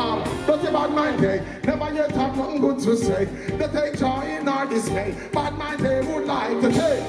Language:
Jamaican Creole English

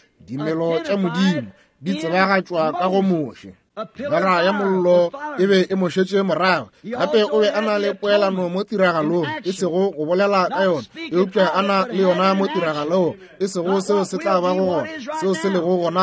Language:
Northern Sotho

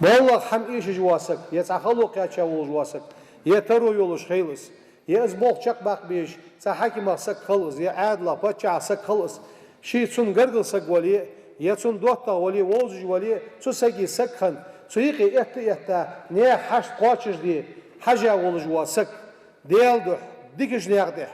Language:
Ingush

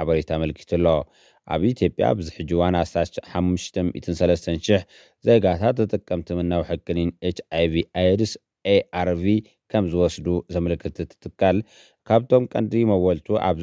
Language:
Tigrinya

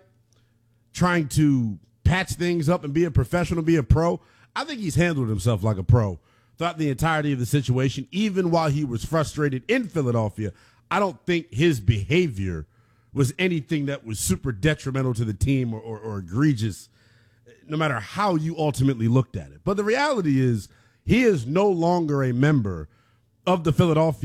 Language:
English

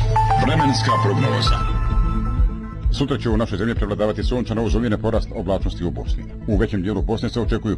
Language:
Bosnian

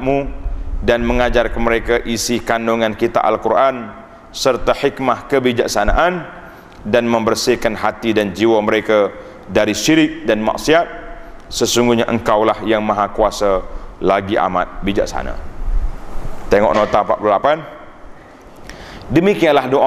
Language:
Malay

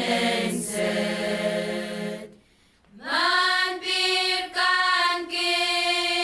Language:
Pohnpeian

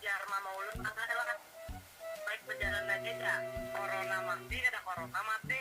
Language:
Banjar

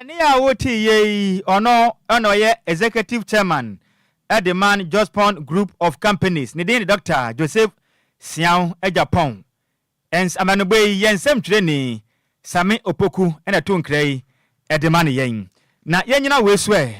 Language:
Akan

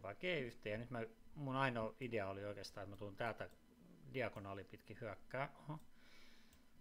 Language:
Finnish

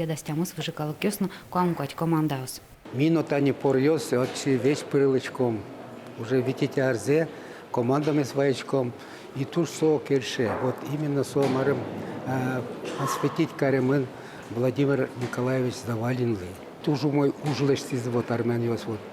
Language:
Udmurt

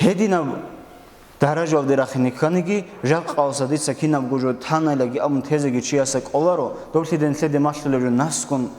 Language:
Avaric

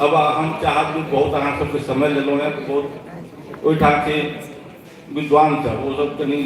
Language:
Maithili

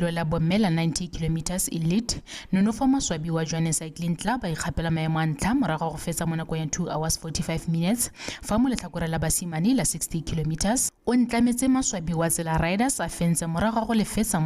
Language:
Tswana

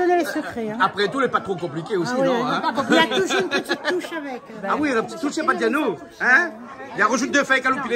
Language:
Réunion Creole French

